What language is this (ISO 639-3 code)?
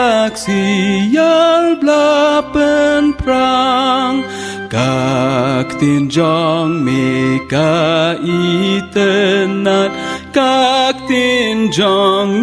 kha